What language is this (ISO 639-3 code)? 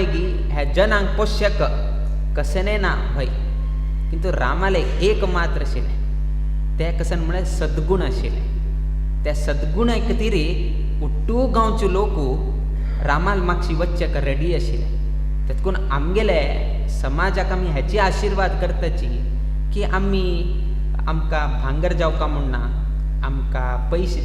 kok